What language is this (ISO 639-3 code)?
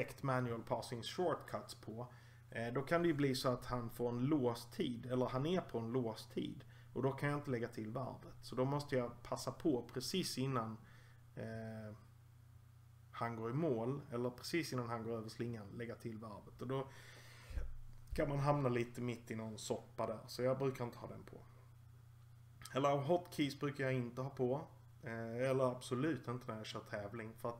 swe